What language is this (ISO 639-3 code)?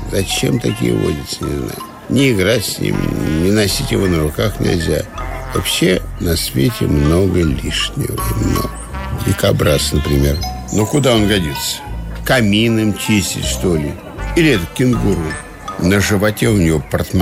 rus